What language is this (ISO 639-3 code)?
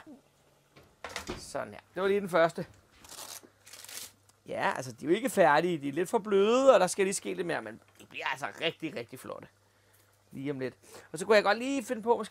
dan